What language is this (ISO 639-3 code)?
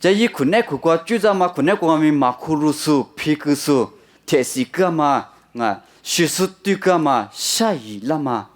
lis